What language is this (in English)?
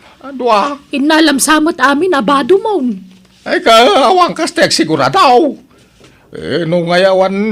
Iloko